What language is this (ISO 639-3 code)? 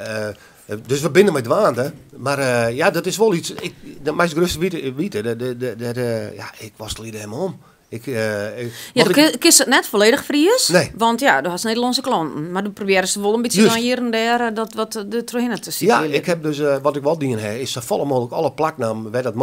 fry